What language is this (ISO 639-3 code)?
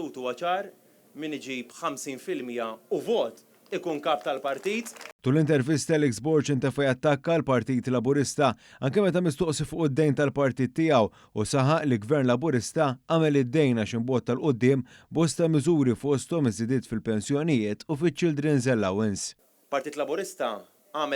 mlt